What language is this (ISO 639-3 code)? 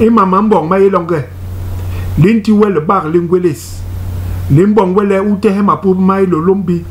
bas